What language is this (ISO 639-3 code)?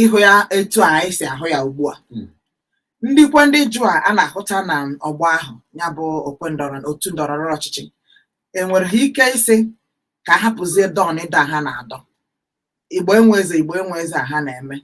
ibo